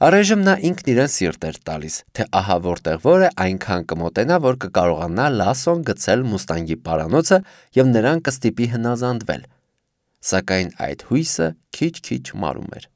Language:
Armenian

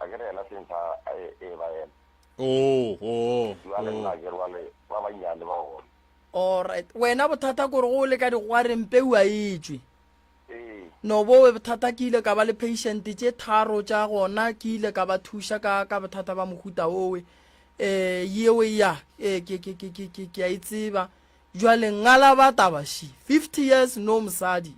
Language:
Northern Sotho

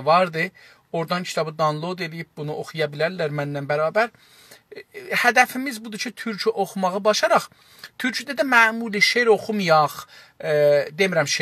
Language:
South Azerbaijani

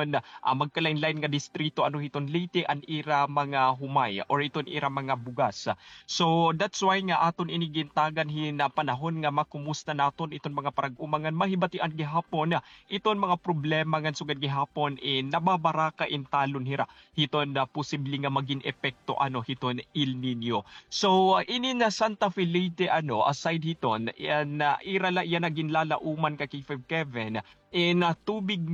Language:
Waray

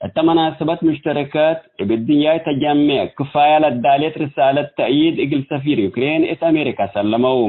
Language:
Tigre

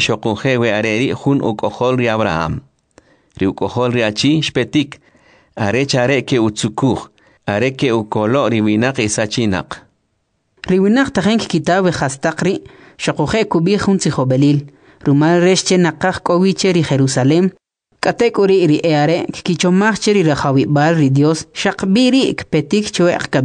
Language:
Kʼicheʼ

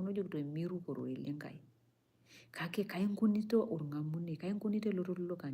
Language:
Masai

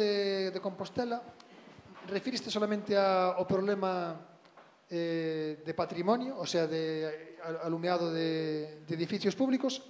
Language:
Galician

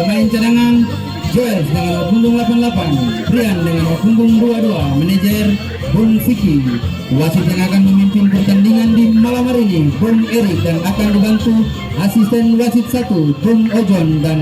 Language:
Ambonese Malay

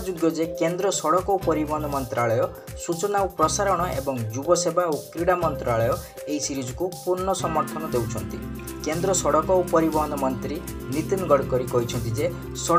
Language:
Odia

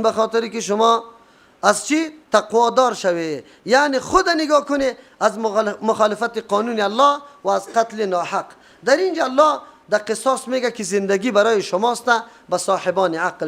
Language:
Persian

